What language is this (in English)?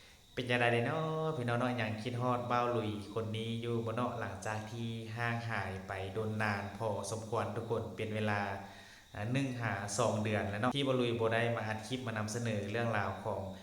Lao